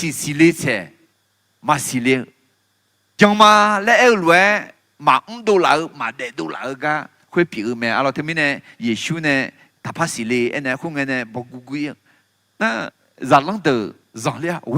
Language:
Akha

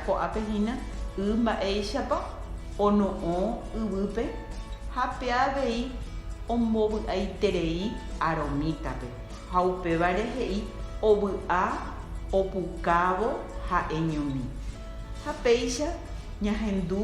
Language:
Guarani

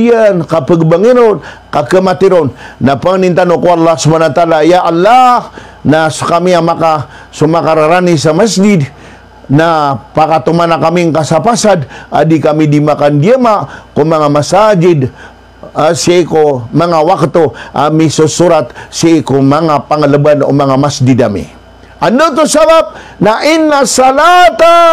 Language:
Maranao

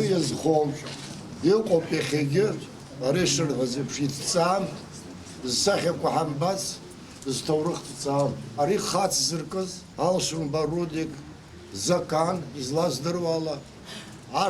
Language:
Abkhazian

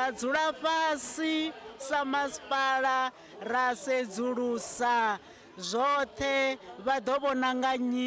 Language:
Venda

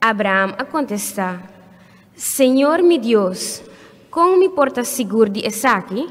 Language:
Papiamento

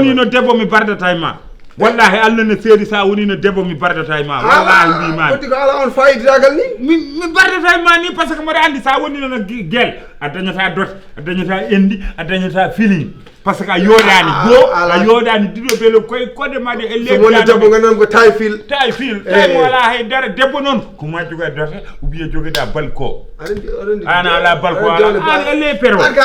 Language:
Fula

